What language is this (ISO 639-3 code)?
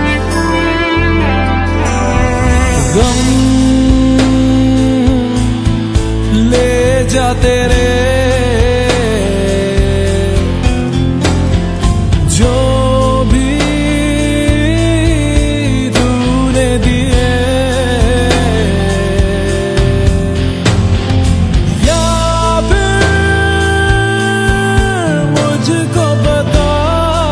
hin